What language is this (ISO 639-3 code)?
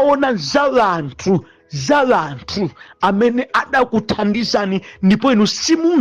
nya